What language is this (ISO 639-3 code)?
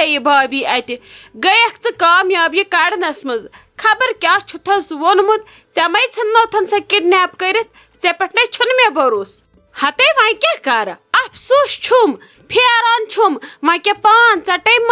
kas